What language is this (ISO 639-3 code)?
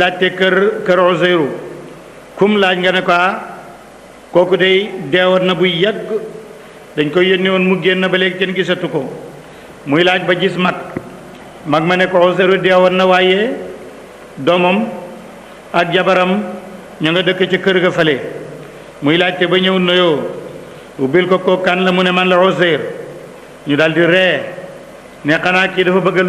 wol